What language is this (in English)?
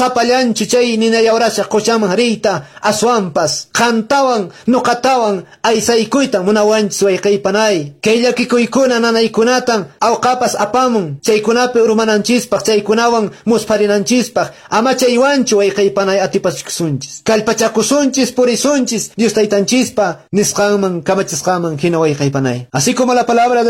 Quechua